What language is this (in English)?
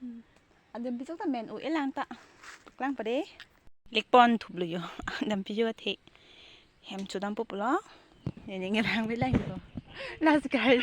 Karbi